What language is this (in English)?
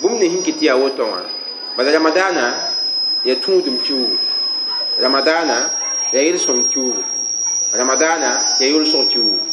Mossi